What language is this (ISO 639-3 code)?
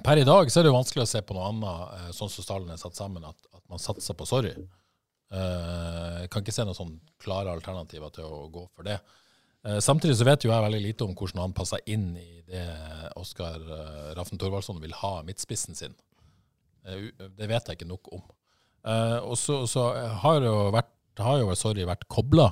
nor